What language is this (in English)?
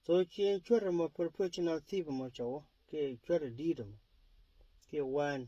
Nuer